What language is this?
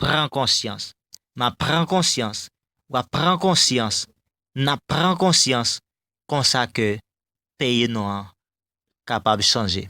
Haitian Creole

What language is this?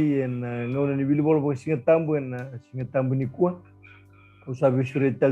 Fijian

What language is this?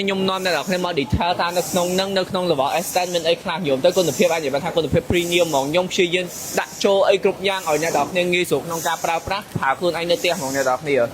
Khmer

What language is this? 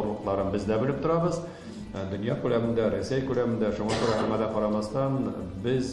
Tatar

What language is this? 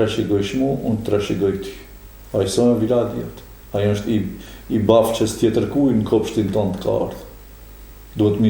Albanian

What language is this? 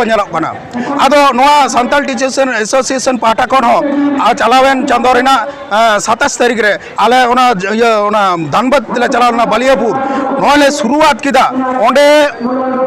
Santali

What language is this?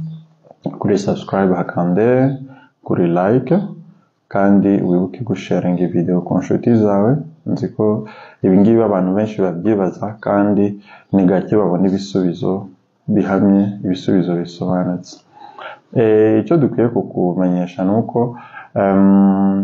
Kinyarwanda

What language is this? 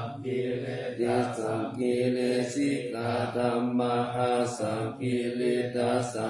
Pali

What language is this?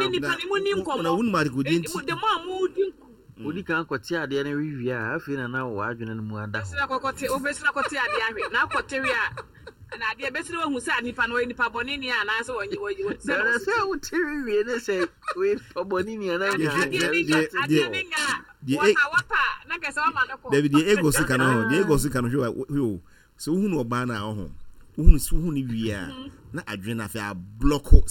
Akan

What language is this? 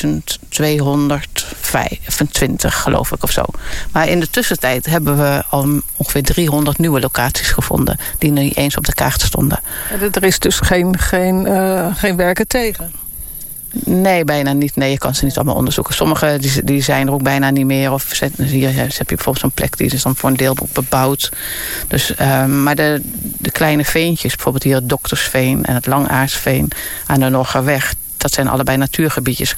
Dutch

